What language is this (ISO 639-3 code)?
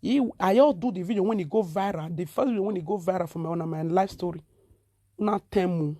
pcm